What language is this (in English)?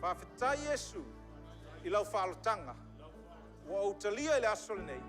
Samoan